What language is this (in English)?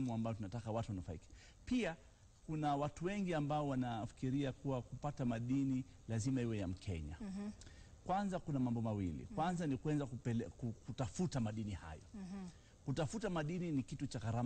Swahili